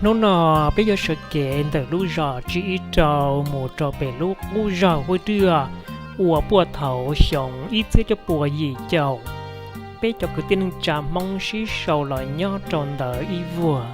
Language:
Hmong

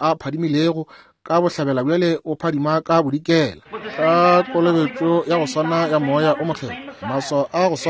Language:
Northern Sotho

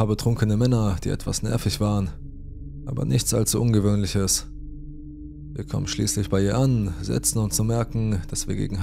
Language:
German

